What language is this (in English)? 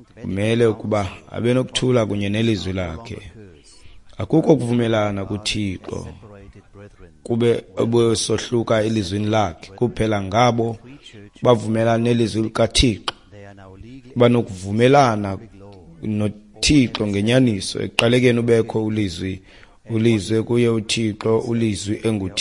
Xhosa